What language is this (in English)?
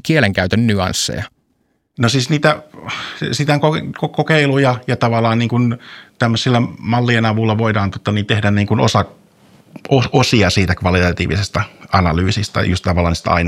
Finnish